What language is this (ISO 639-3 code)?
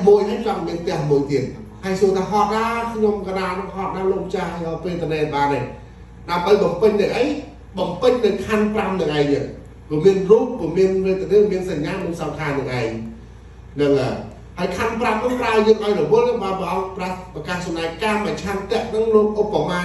khm